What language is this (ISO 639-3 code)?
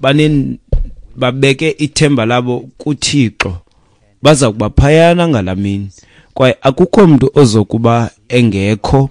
xho